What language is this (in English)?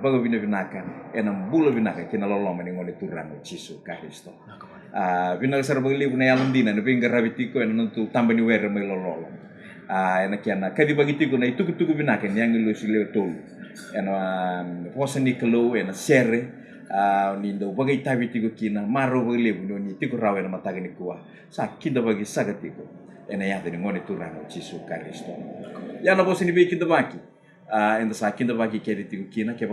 Fijian